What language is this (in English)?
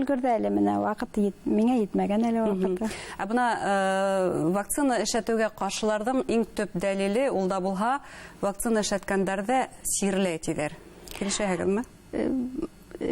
Bashkir